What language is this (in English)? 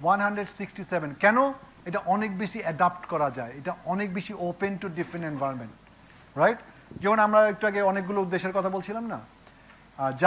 Bangla